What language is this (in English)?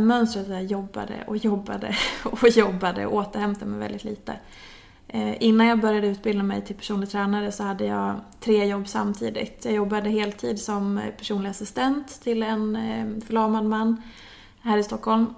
Swedish